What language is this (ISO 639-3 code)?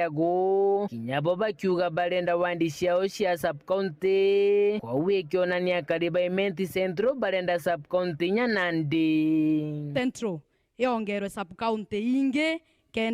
mer